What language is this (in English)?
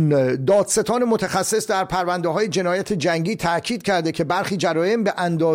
Persian